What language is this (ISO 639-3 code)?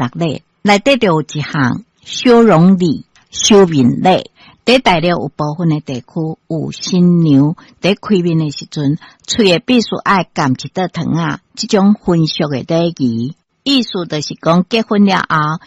nan